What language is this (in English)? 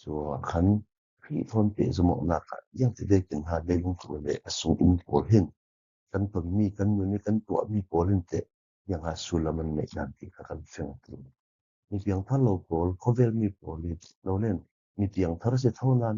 Falam Chin